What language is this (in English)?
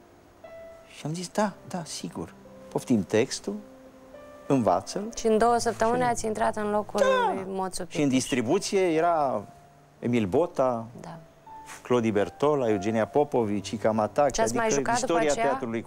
Romanian